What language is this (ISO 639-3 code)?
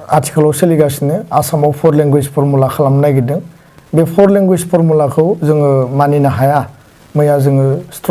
brx